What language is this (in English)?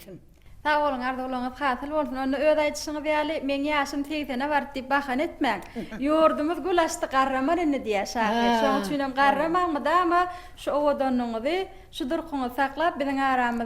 Turkmen